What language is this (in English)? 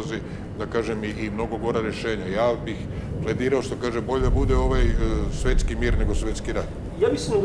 Serbian